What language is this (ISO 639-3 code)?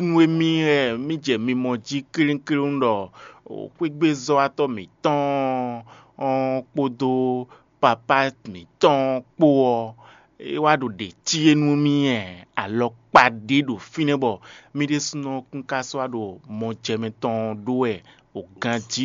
fon